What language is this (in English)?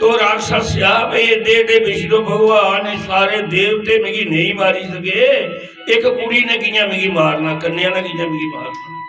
Dogri